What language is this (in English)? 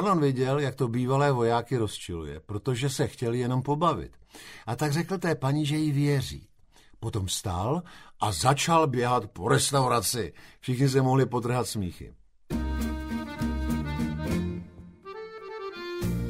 Czech